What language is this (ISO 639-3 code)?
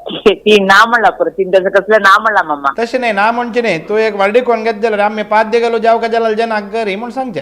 kok